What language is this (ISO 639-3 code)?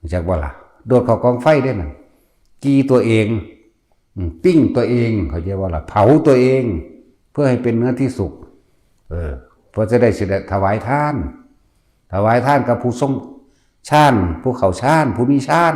tts